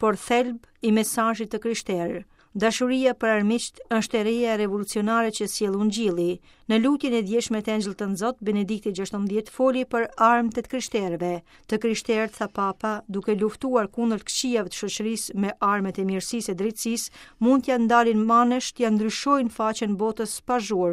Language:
Albanian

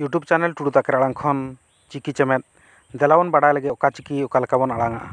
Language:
Santali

